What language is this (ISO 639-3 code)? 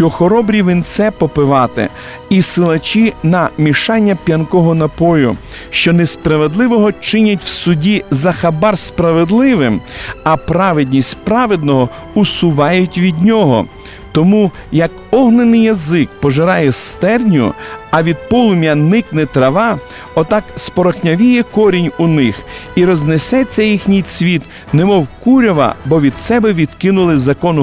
ukr